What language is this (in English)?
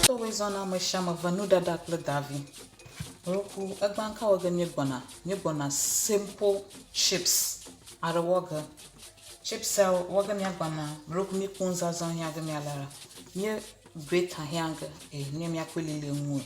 Ewe